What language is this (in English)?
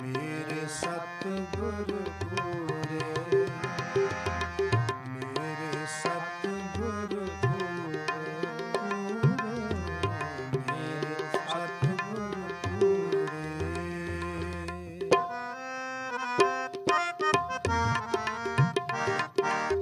Punjabi